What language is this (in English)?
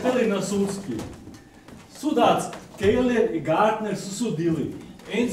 Croatian